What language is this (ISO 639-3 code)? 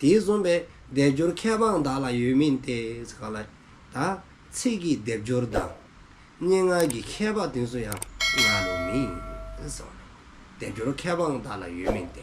dzo